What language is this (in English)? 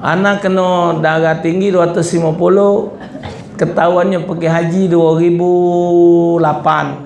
Musi